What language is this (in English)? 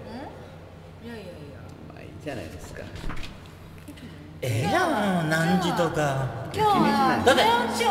Japanese